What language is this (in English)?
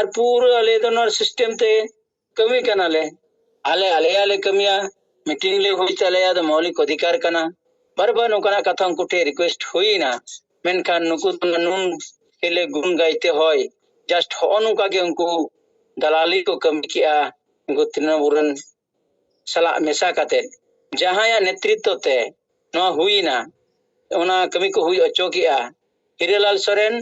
Santali